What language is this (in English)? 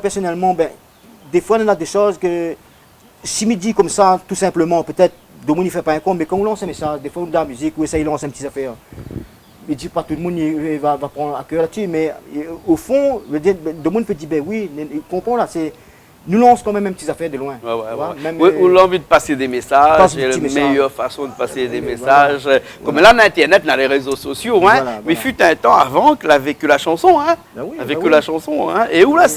Réunion Creole French